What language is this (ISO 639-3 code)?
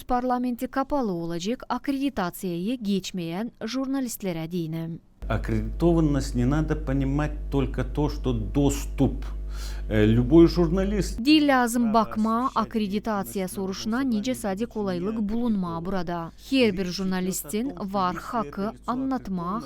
gag